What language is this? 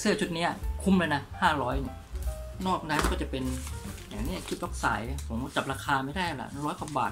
Thai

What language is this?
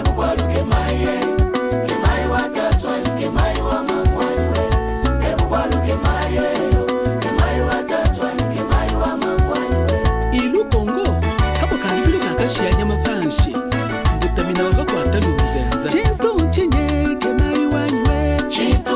Luba-Lulua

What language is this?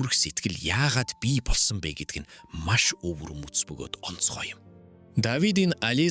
Mongolian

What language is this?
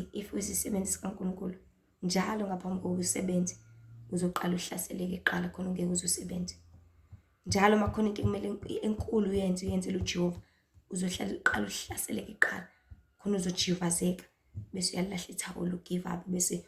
Zulu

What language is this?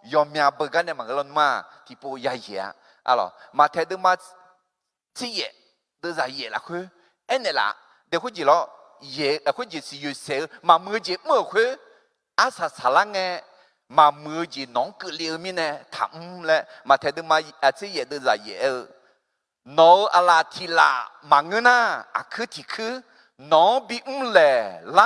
Akha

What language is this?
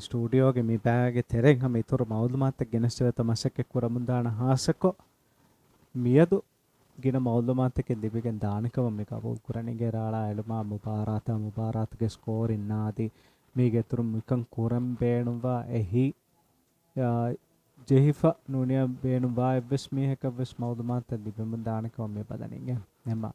Divehi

